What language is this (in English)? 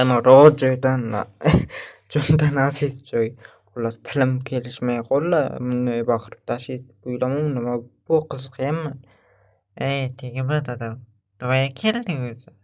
Uzbek